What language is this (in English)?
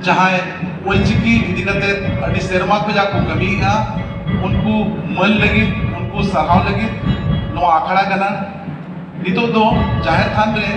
Santali